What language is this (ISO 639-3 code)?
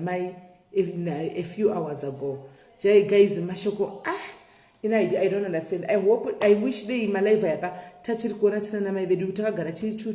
sna